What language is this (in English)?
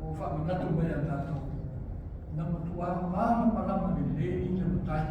Samoan